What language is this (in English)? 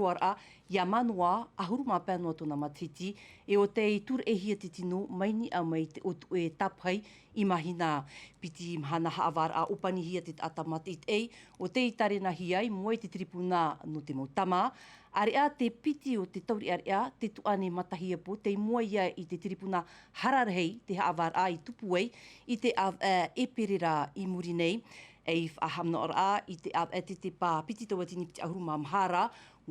Tahitian